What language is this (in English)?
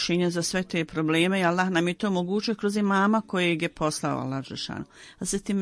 Bosnian